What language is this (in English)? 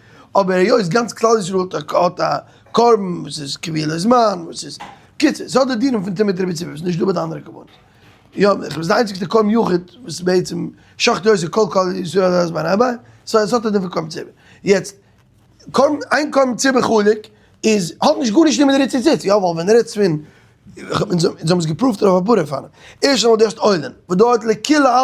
Yiddish